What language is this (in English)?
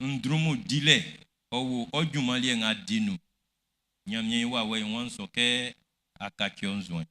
Baoulé